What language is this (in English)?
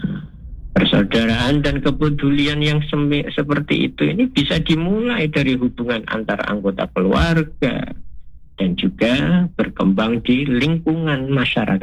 Indonesian